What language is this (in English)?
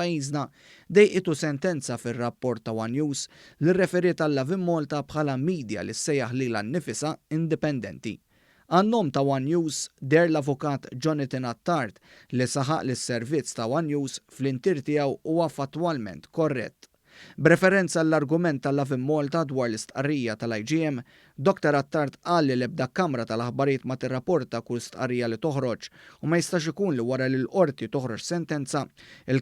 Maltese